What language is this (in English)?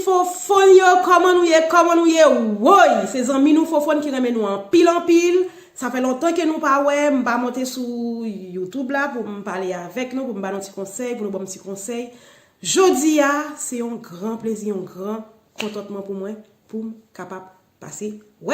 Haitian Creole